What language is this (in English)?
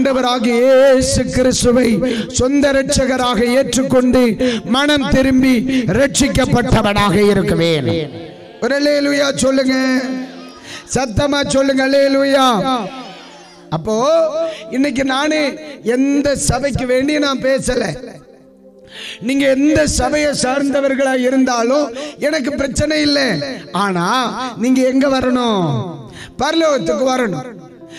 Tamil